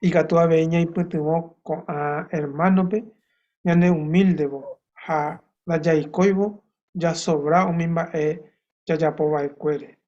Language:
Guarani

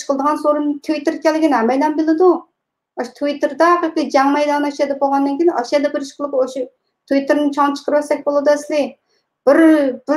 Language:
Uyghur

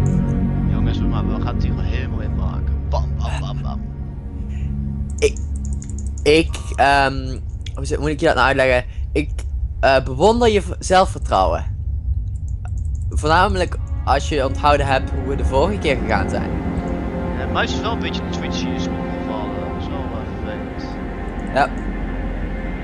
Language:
Dutch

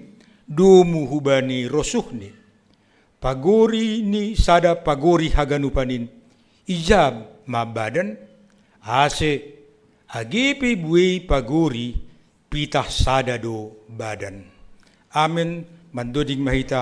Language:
Batak Simalungun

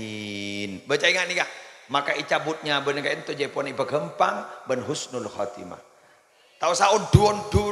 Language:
Madurese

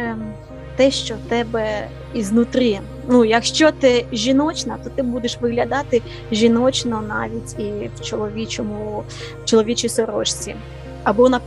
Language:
Ukrainian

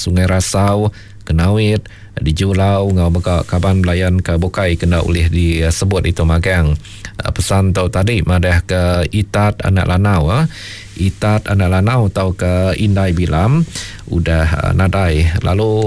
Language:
Iban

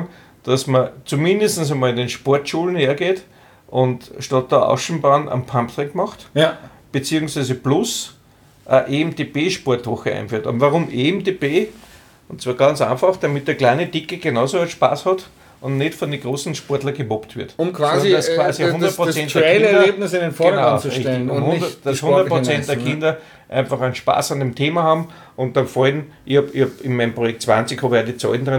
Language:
German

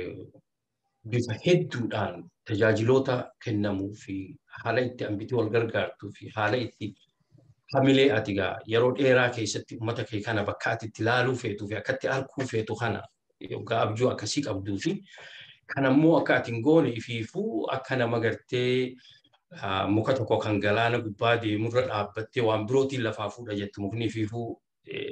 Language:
Oromo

